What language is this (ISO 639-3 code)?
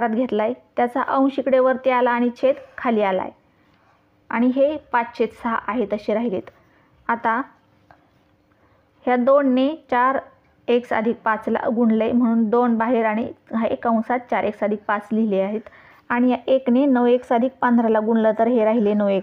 mar